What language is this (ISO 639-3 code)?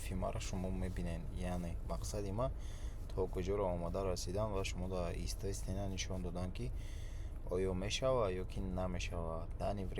tgk